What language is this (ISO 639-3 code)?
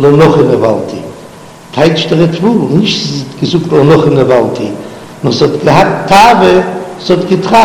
yid